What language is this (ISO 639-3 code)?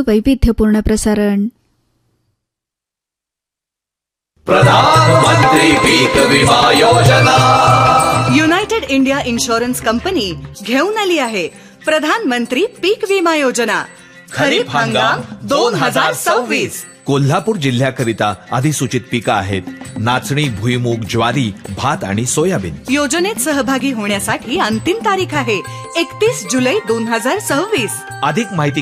mar